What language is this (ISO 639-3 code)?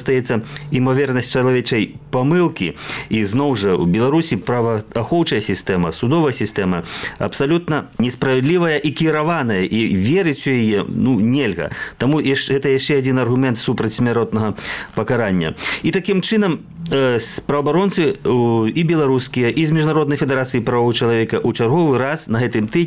bel